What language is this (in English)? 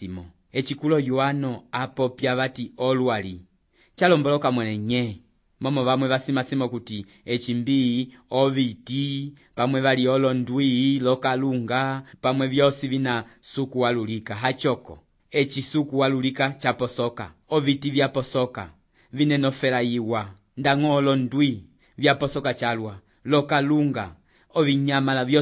Umbundu